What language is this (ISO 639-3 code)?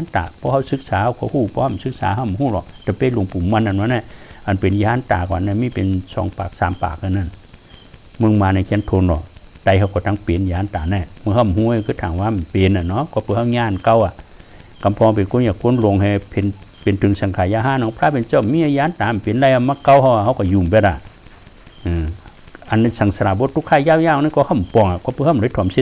shn